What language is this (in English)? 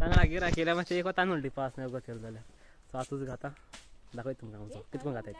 Konkani